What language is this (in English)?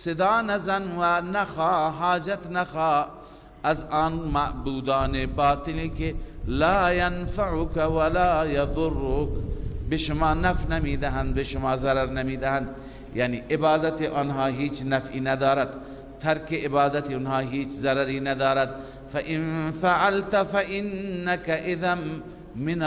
Persian